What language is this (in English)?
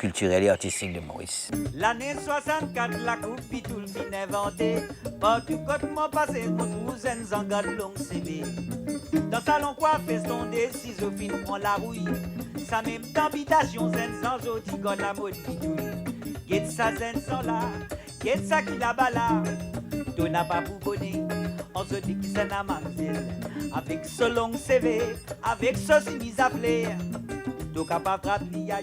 Morisyen